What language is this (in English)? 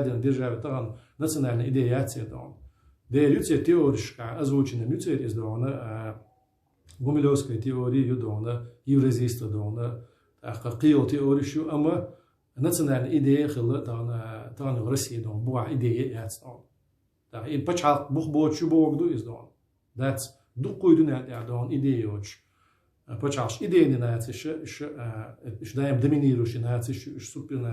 Chechen